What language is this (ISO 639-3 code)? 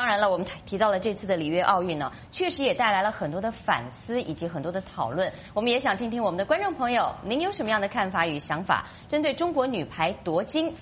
zho